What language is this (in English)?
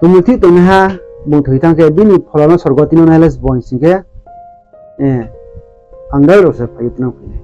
Riang (India)